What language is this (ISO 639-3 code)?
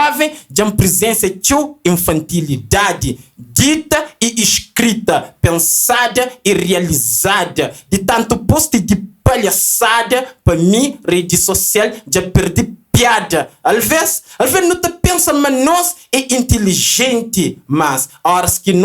kea